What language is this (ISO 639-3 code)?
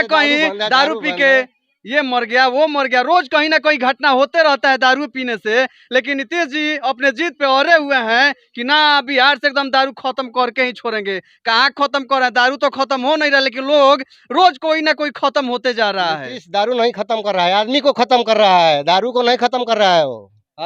bho